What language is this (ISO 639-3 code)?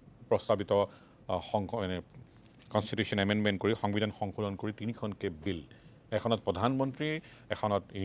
asm